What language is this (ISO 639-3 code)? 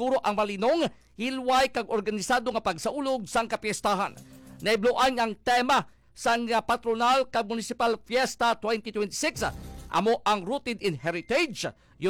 hil